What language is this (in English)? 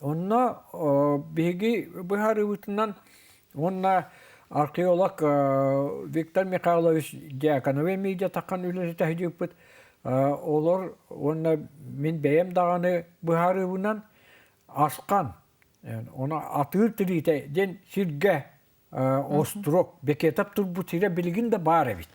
Yakut